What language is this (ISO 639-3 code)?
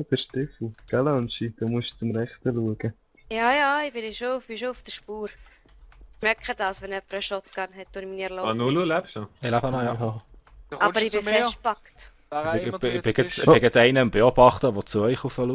gsw